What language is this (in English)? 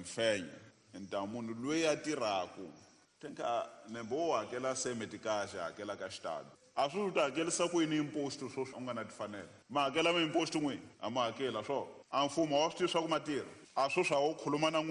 Tsonga